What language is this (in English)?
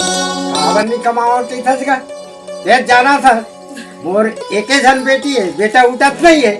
Chhattisgarhi